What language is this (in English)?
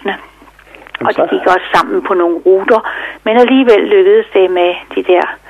Danish